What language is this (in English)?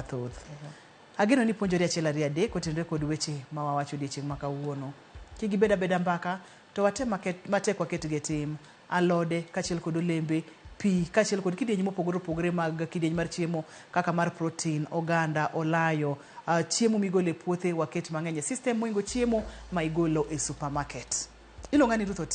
Luo (Kenya and Tanzania)